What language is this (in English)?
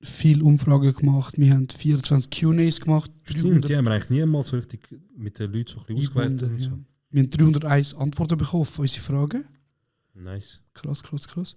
Swiss German